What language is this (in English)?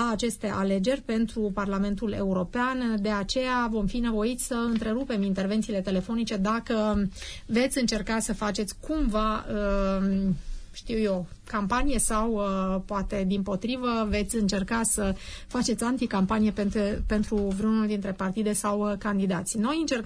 Romanian